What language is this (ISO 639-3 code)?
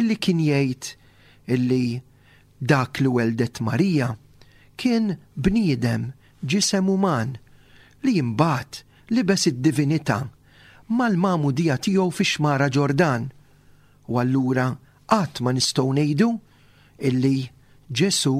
mlt